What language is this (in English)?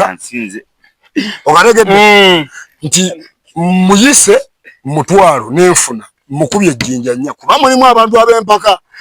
Ganda